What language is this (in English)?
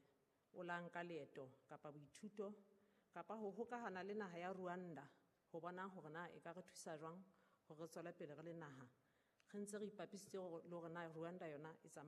Southern Sotho